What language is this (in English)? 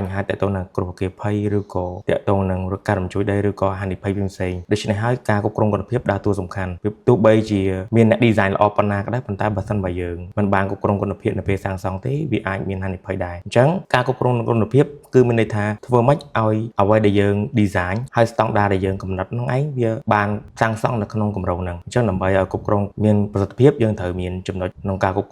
Khmer